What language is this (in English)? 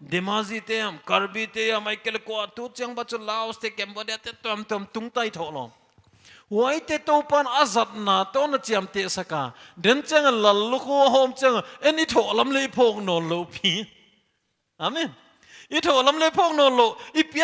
Paite Chin